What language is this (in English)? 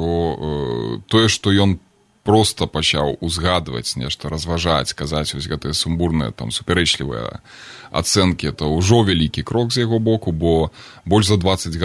Belarusian